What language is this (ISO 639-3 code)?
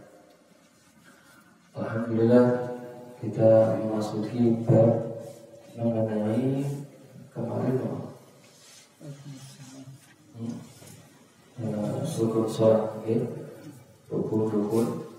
ind